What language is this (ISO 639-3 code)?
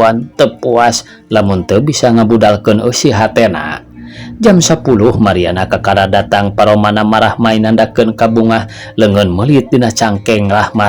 sun